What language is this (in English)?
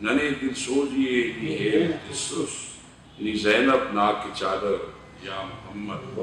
Brahui